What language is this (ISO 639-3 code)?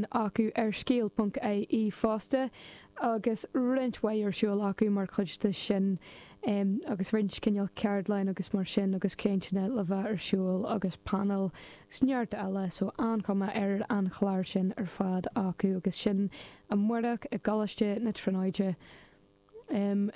gle